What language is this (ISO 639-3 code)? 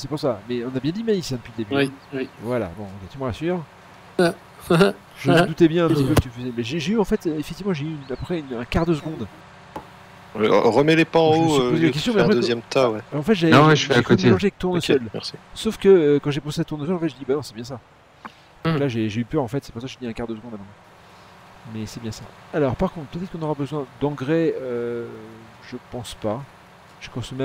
fra